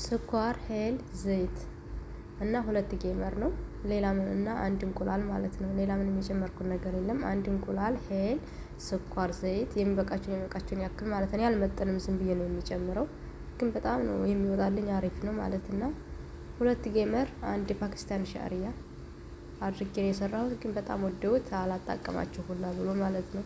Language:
Amharic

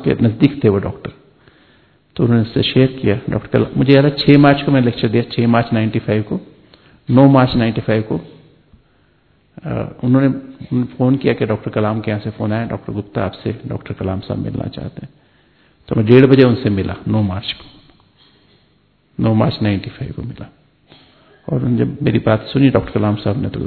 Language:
Hindi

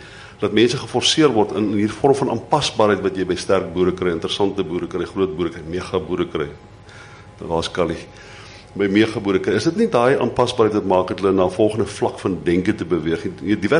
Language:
Afrikaans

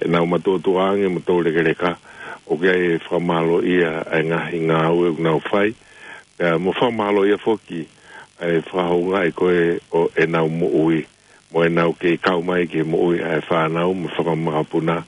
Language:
Tongan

